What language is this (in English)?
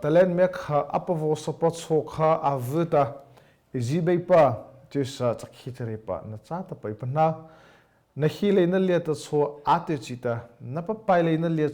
Mara Chin